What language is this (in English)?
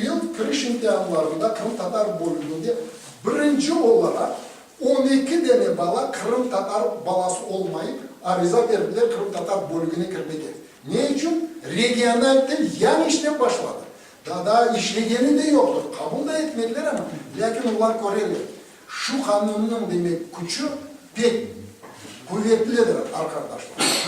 Crimean Tatar